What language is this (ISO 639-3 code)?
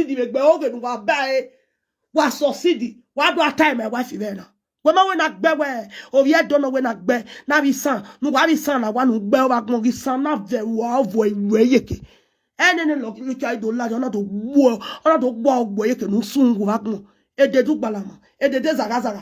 pcm